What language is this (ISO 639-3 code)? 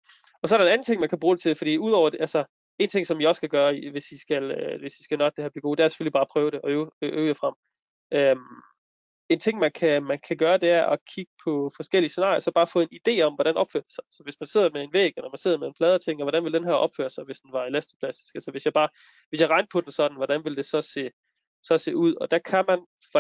dan